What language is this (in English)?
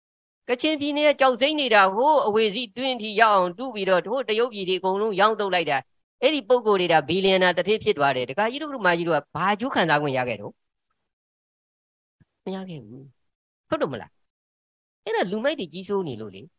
Burmese